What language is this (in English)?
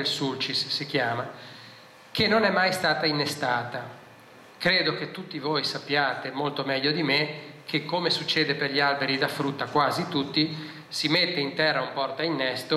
Italian